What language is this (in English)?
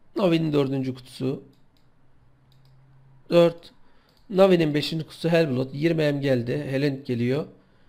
Turkish